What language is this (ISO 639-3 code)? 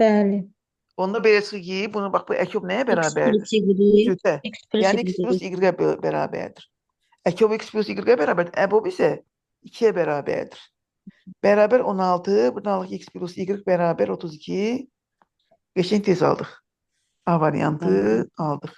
aze